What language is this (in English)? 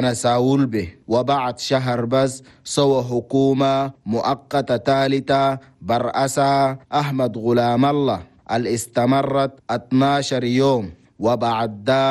Chadian Arabic